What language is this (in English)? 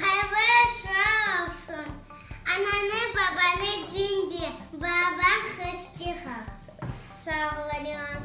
Crimean Tatar